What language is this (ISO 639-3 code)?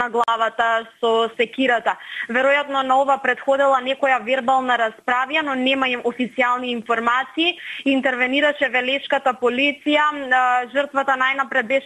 mkd